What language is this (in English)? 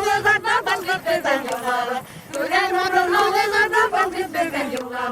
Bashkir